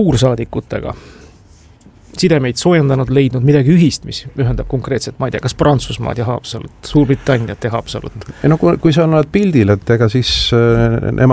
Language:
Estonian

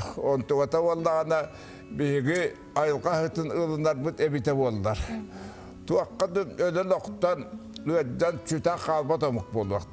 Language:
Yakut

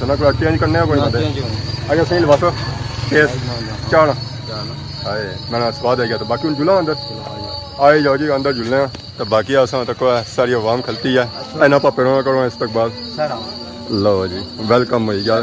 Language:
Pahari-Potwari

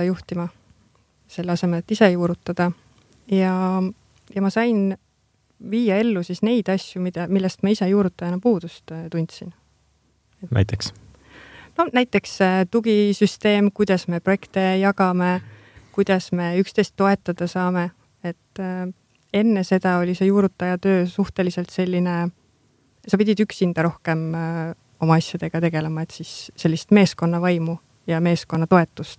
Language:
Estonian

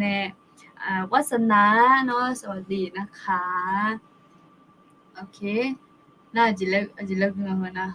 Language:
Akha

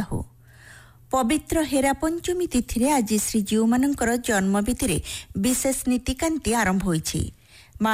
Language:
Odia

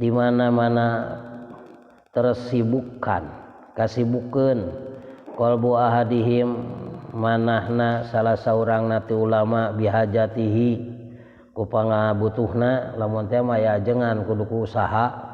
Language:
Sundanese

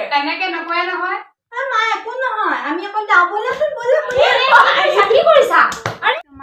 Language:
Assamese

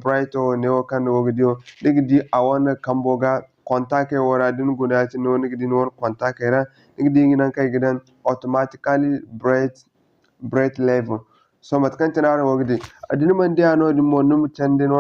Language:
Zarma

